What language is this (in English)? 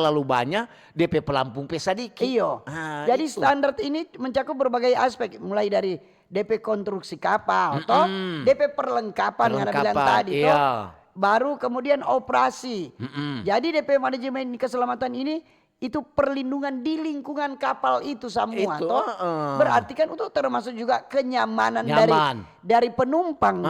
Manado Malay